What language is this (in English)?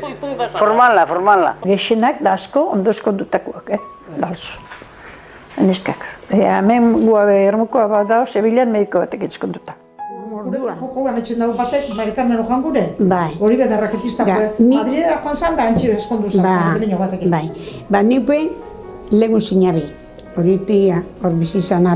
Basque